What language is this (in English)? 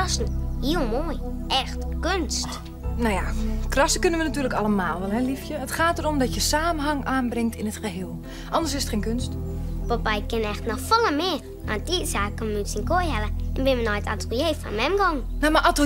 Western Frisian